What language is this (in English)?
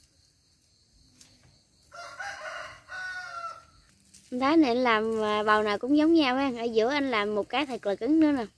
Vietnamese